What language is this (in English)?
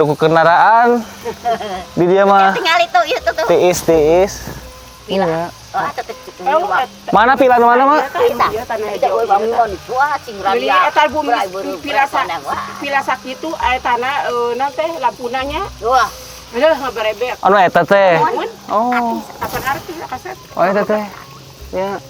Sundanese